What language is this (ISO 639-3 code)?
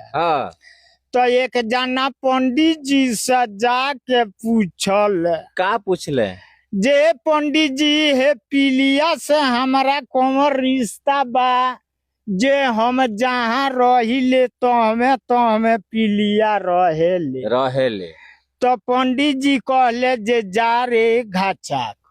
bho